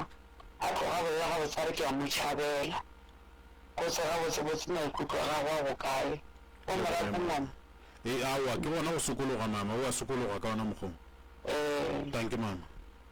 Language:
Northern Sotho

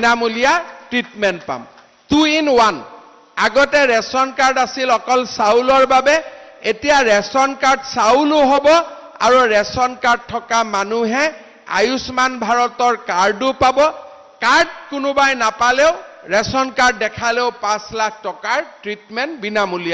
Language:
Assamese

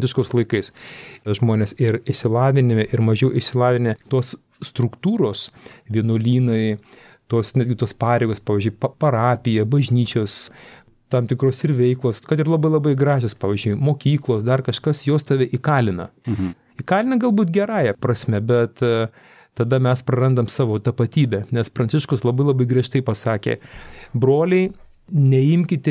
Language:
Lithuanian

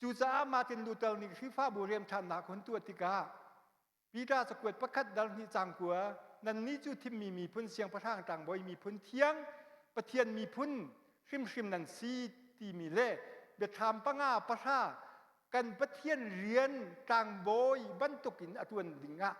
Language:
Hakha Chin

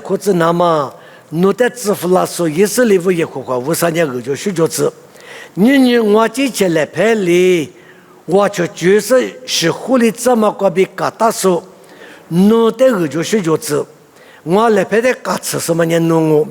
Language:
Lisu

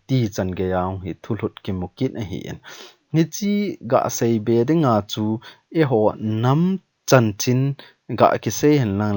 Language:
Thado Chin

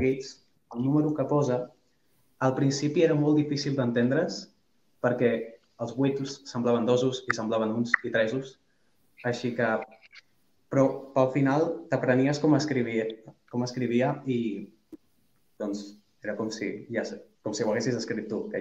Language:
Catalan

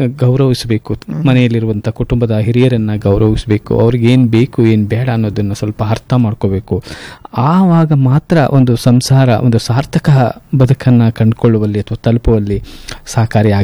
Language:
Kannada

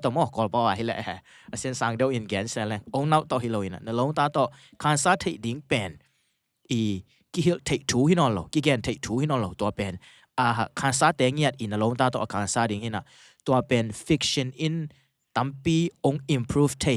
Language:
Tedim Chin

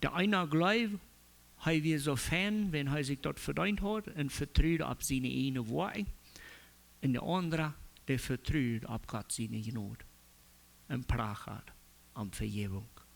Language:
Plautdietsch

